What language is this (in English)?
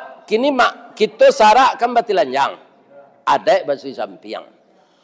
Minangkabau